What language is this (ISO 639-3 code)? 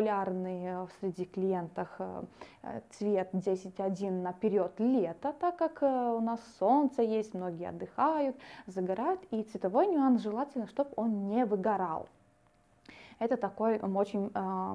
rus